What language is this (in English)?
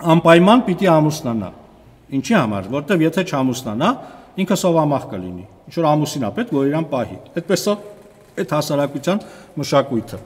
Armenian